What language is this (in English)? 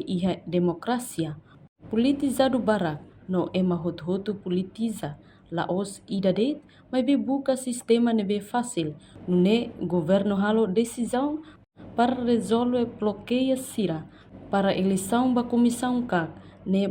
Tetum